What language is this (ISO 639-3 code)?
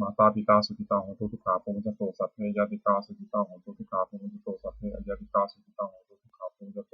pli